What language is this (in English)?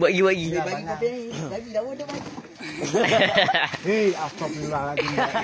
Malay